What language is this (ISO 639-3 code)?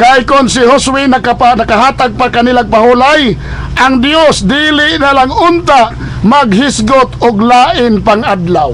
ceb